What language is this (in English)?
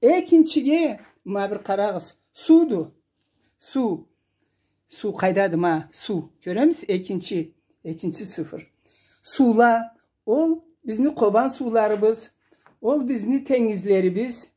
Karachay-Balkar